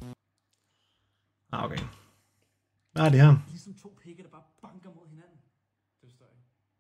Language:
Danish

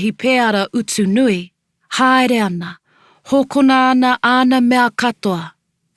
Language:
Māori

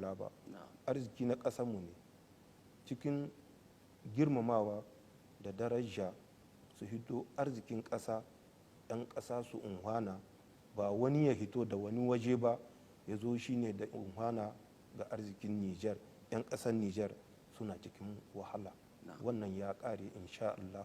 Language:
Hausa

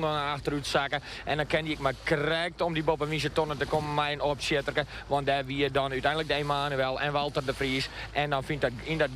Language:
Western Frisian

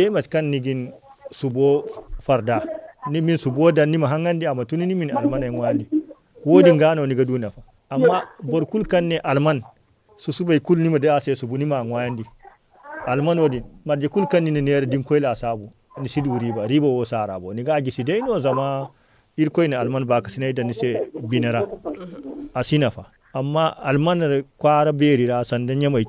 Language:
Zarma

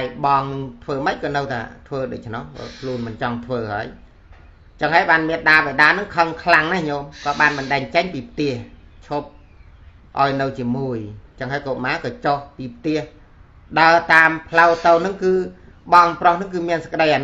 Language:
Khmer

